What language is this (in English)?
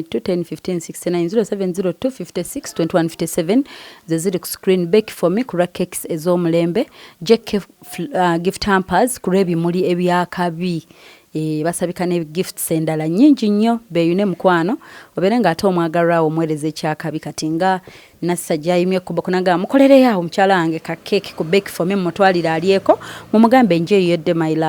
Ganda